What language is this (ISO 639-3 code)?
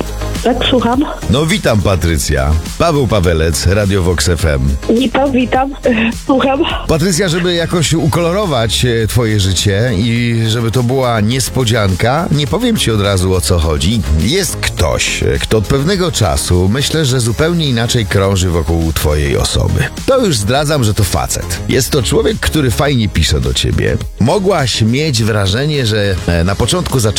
pol